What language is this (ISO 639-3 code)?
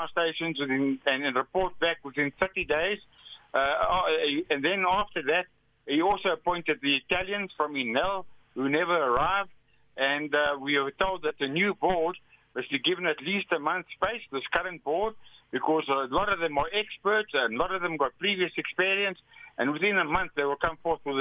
eng